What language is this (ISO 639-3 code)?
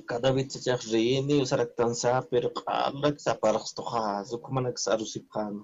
aym